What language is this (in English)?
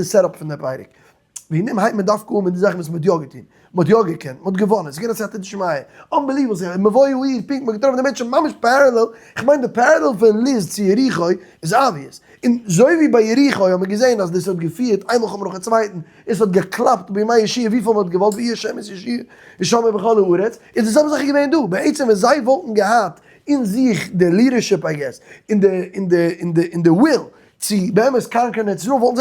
Yiddish